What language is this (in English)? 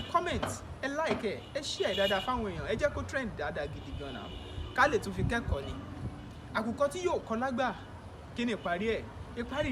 Yoruba